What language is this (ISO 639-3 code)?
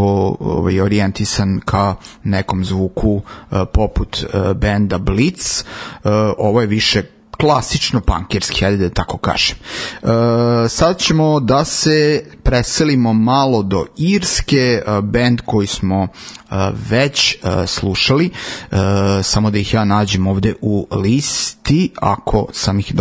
srp